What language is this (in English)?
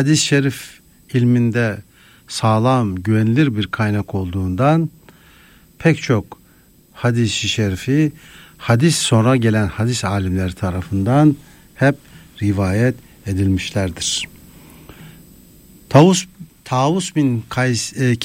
Turkish